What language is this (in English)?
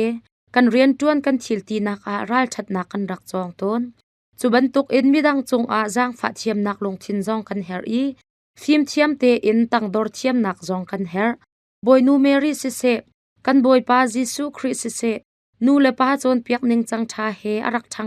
Hakha Chin